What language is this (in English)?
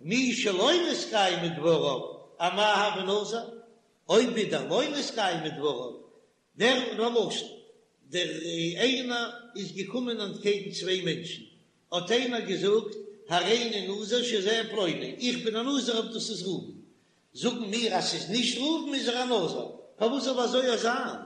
Yiddish